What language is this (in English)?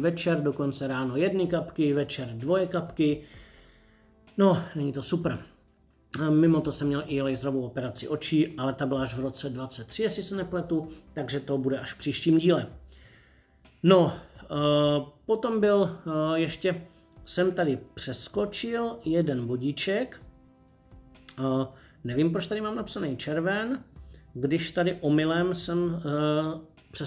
Czech